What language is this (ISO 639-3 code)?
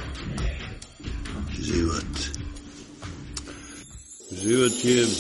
srp